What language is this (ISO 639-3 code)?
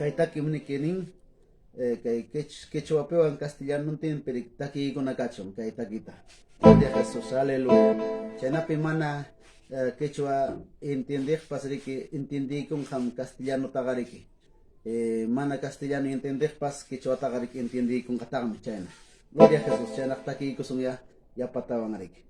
que